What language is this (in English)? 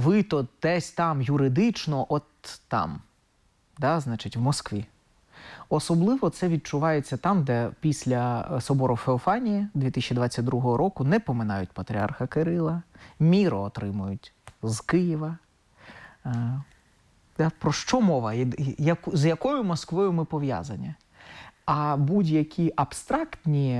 Ukrainian